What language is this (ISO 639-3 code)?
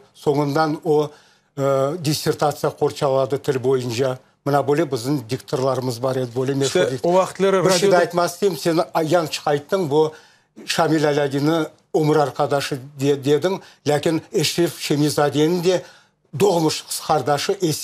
crh